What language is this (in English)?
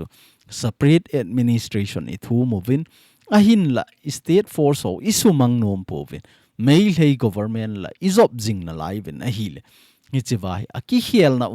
Thado Chin